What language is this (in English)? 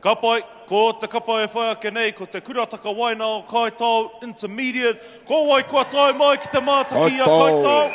Māori